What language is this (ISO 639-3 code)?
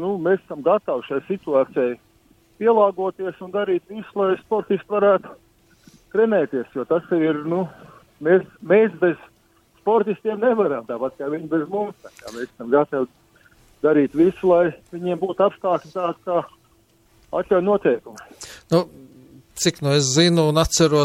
lav